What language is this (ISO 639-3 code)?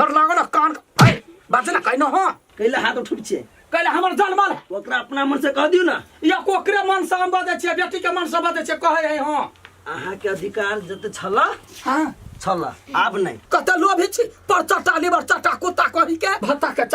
mai